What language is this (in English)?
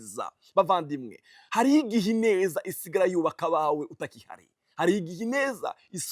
Rundi